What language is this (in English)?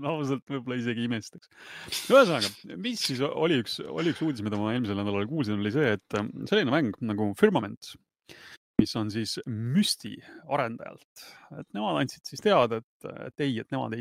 Estonian